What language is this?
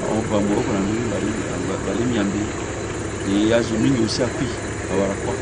Sango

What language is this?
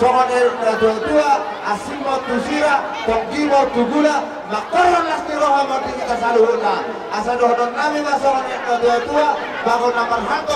Batak Toba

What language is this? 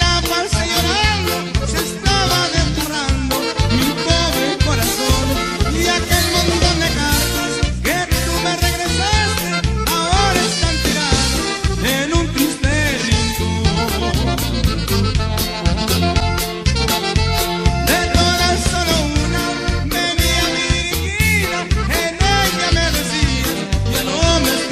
Spanish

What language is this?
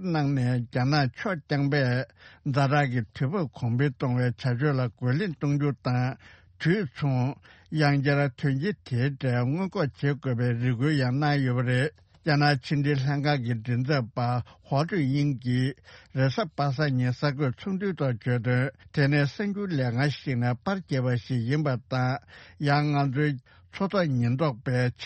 Tibetan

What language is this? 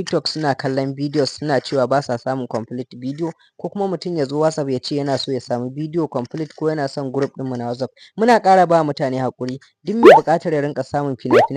Hausa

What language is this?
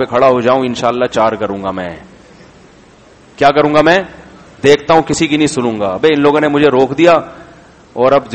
Urdu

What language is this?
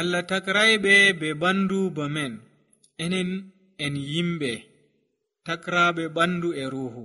Nigerian Fulfulde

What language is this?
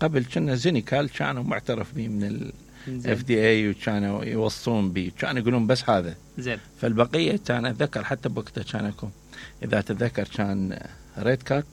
Mesopotamian Arabic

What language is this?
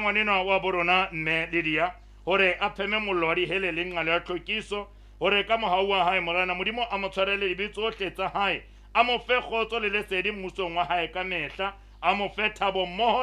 Southern Sotho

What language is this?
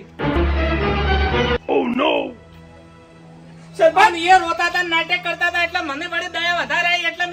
Gujarati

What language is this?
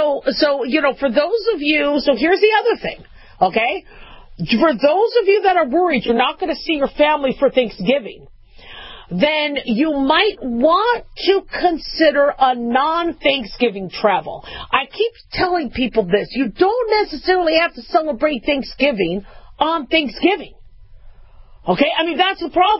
English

